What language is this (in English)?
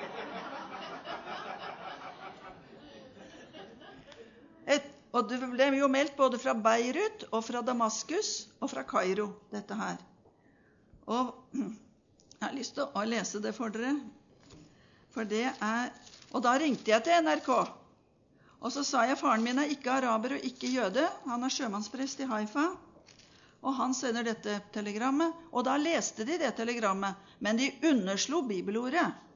Norwegian